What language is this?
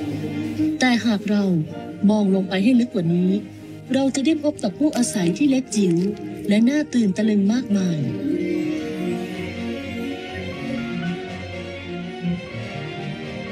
Thai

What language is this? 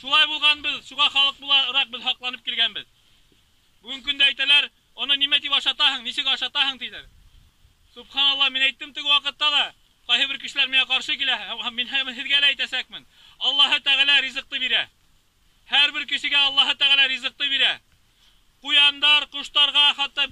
Bashkir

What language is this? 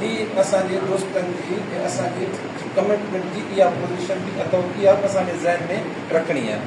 Sindhi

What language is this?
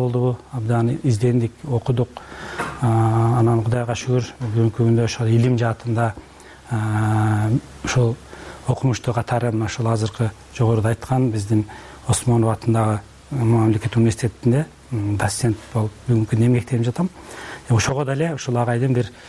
Kyrgyz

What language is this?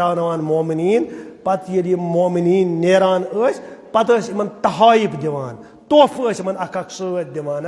Kashmiri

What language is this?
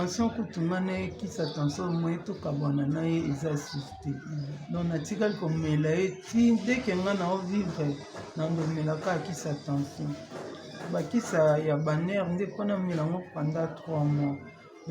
Lingala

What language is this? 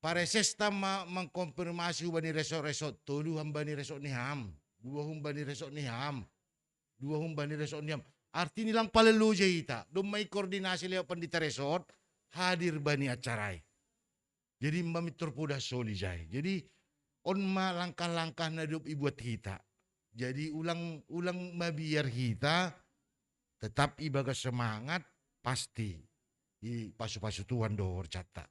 Batak Simalungun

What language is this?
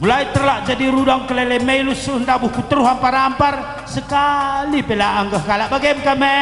Batak Karo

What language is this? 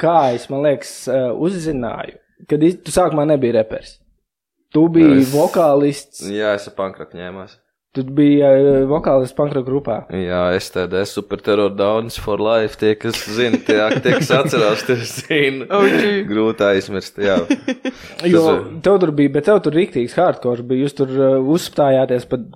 Latvian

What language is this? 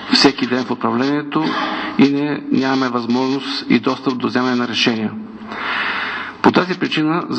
Bulgarian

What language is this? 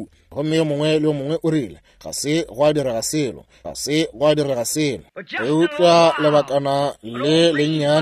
Northern Sotho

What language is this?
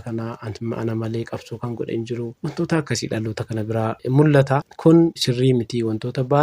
Oromo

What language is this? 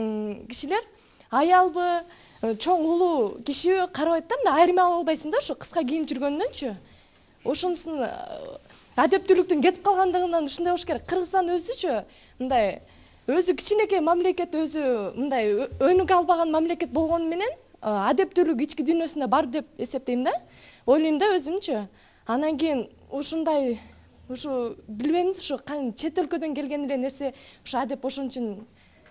Kyrgyz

